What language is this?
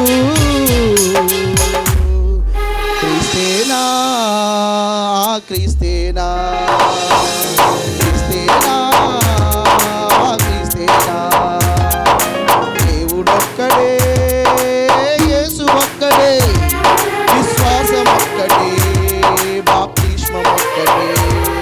Telugu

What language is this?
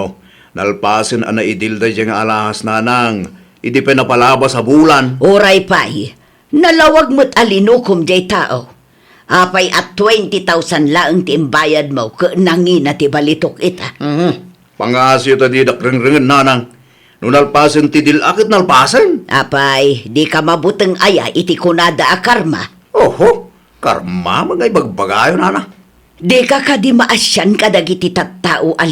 Iloko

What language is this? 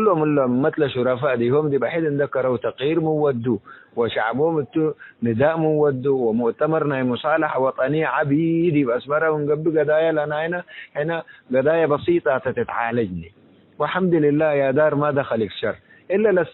Tigre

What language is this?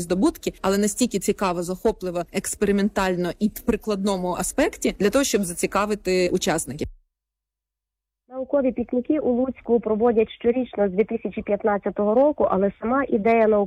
Ukrainian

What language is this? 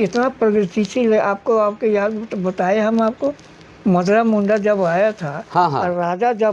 Sadri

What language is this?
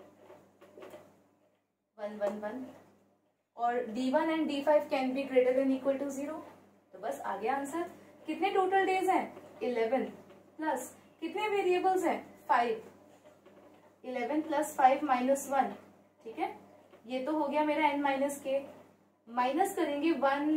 Hindi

